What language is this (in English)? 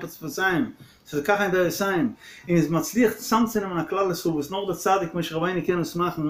Yiddish